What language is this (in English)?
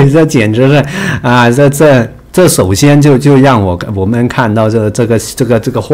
Chinese